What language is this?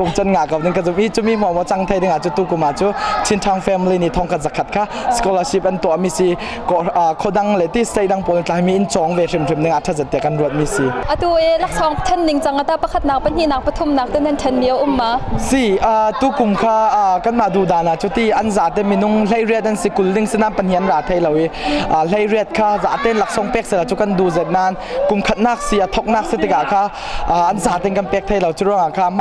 Hakha Chin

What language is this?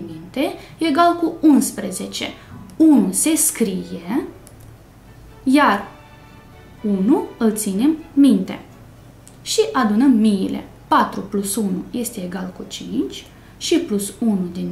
Romanian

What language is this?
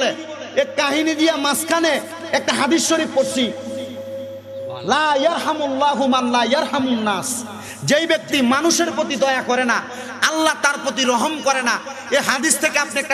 Bangla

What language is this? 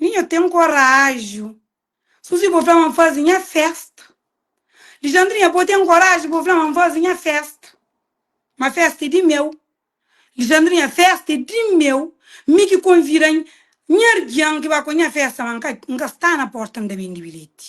Kabuverdianu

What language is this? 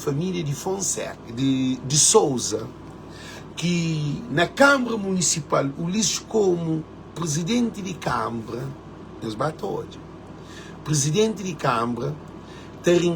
Kabuverdianu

